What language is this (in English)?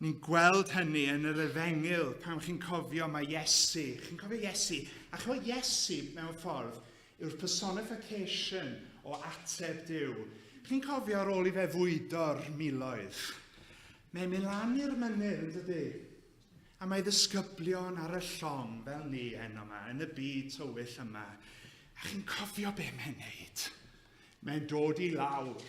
Welsh